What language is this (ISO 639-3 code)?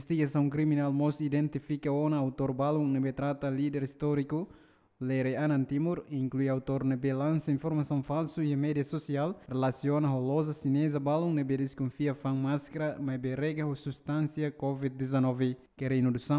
tet